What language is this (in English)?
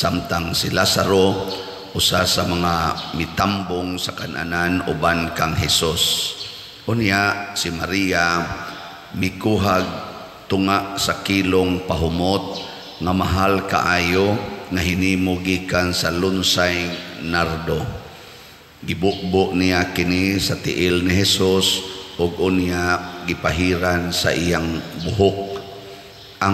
Cebuano